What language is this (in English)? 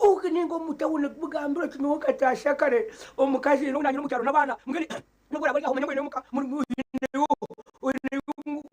Nyankole